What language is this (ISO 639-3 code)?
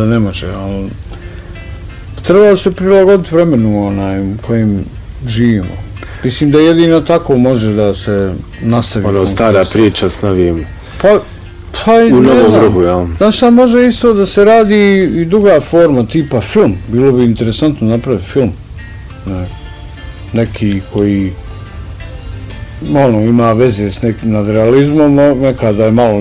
bos